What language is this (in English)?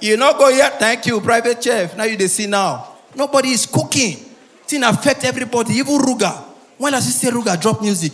Nigerian Pidgin